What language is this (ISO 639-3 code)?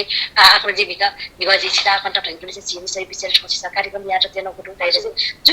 new